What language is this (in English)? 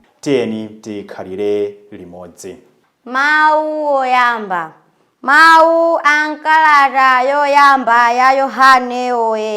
Nyanja